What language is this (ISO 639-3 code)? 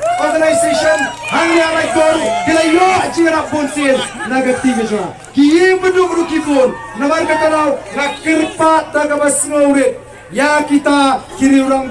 kha